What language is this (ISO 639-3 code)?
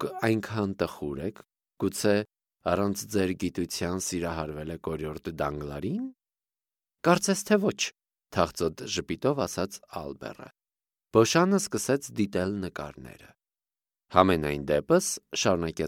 hye